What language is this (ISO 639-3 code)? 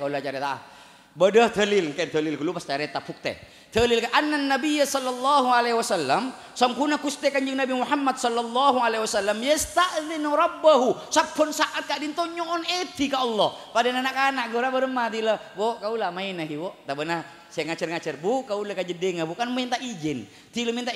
mad